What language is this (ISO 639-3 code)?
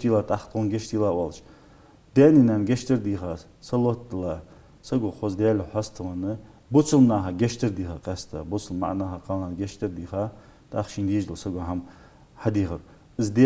inh